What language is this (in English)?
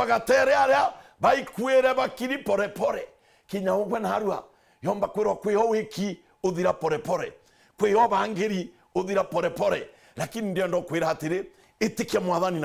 Meru